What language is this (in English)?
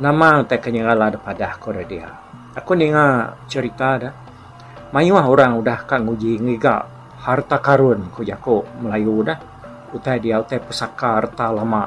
Iban